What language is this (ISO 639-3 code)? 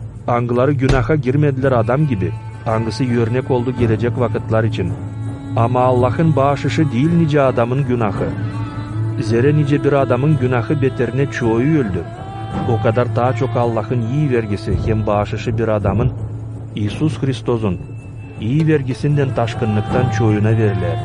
gag